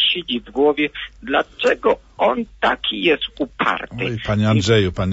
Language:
Polish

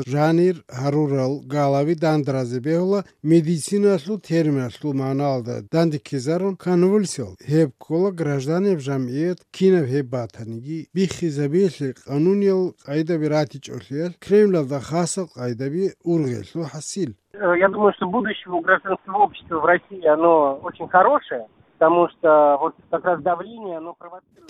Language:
Avaric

